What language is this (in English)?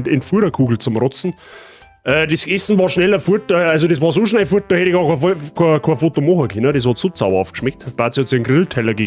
Bavarian